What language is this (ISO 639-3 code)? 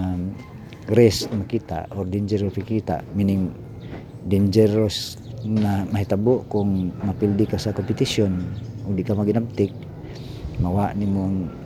ceb